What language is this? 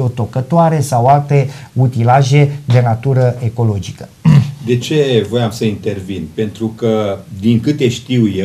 Romanian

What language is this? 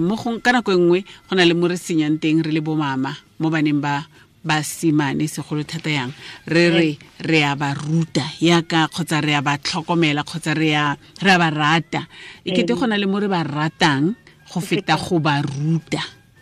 Tswana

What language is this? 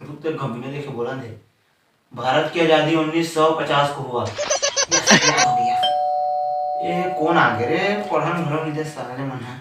Chhattisgarhi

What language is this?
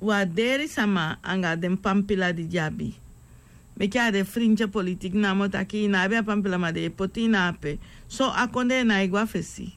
Sranan Tongo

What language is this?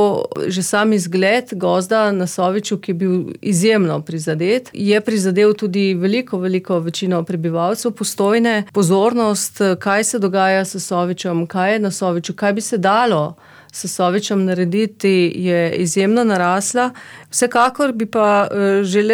Slovenian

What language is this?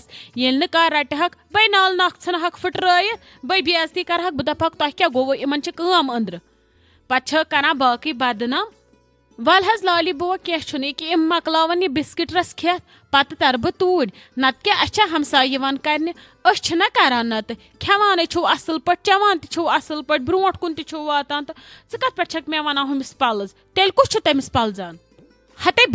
Kashmiri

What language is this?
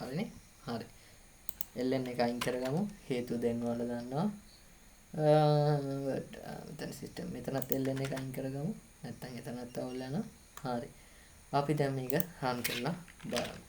Sinhala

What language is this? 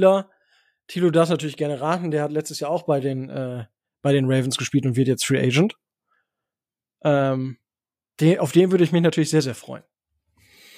German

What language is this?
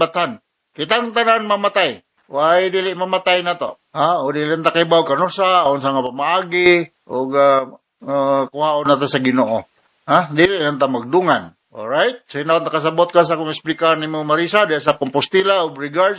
Cebuano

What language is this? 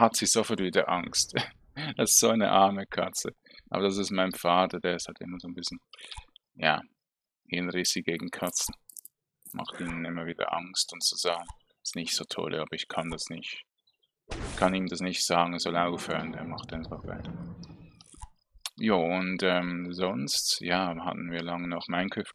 German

